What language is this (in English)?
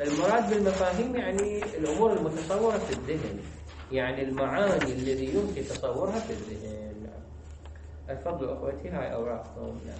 Mesopotamian Arabic